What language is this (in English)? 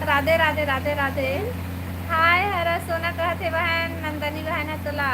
Chhattisgarhi